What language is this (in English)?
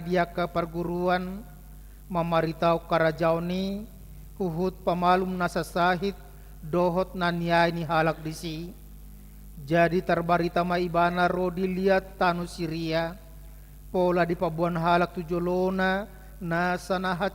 Batak Toba